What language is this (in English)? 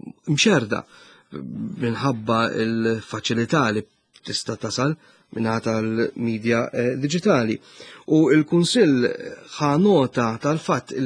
Maltese